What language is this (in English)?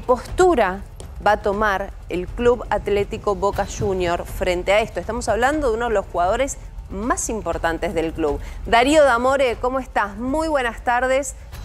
Spanish